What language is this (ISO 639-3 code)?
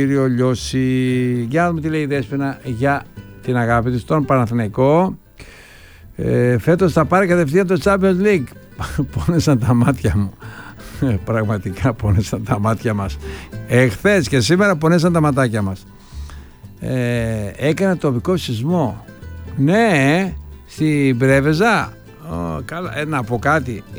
ell